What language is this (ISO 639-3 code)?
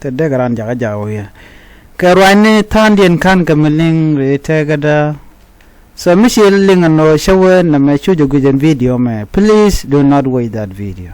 nus